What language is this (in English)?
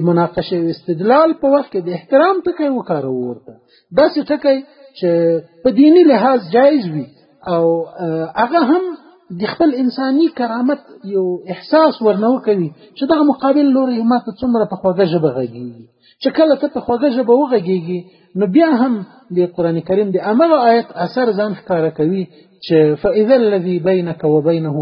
Pashto